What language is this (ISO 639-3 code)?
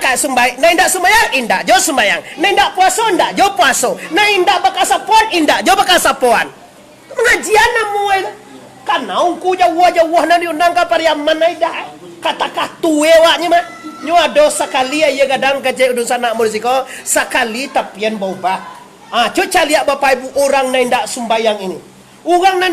min